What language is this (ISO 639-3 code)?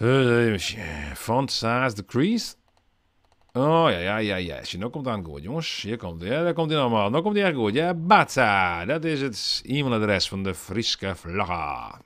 fry